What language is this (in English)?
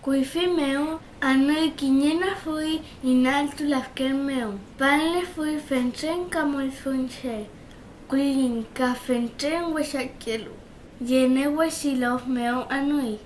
Mapuche